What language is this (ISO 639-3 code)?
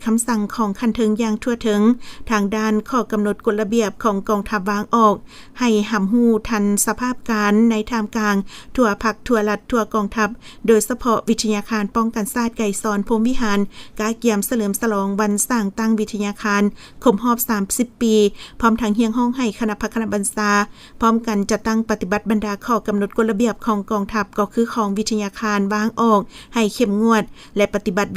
lao